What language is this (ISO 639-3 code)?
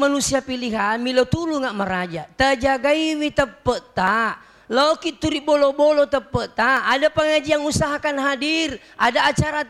bug